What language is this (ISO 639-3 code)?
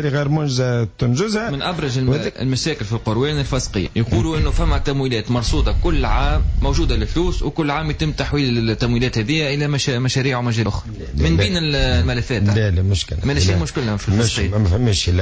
aeb